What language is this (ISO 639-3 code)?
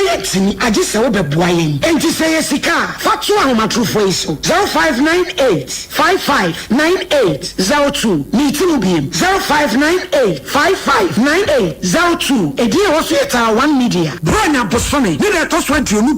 aka